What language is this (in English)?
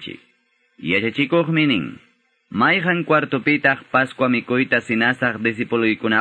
Quechua